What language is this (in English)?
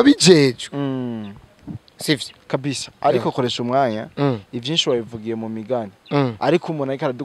Rundi